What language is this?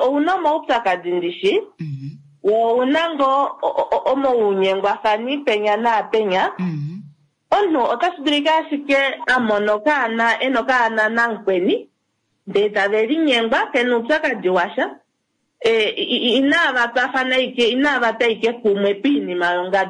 Kuanyama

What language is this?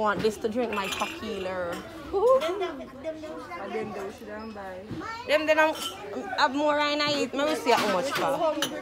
Jamaican Creole English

